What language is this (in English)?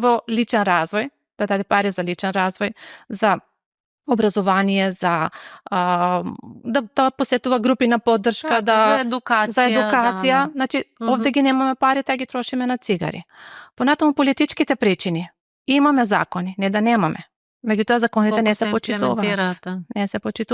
Macedonian